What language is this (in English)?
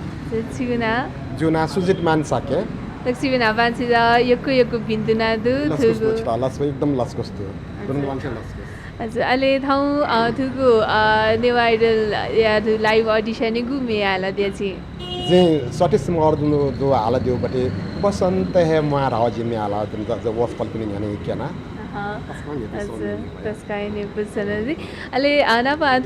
Newari